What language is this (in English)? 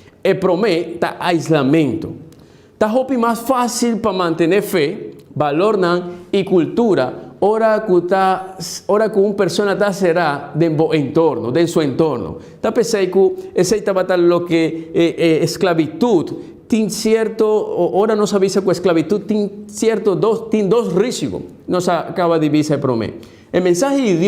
Papiamento